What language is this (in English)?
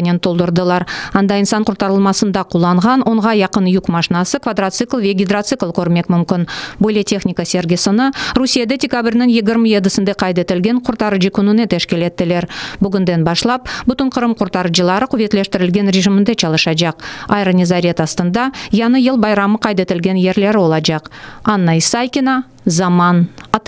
Crimean Tatar